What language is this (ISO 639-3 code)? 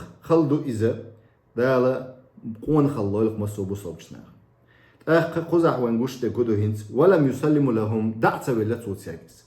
che